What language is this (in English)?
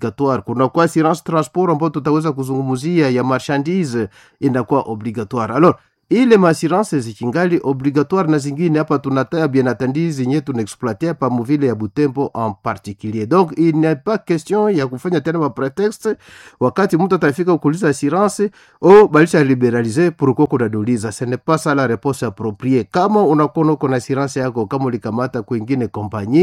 Swahili